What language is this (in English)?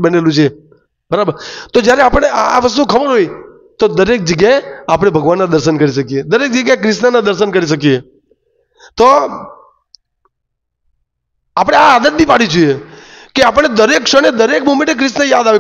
Gujarati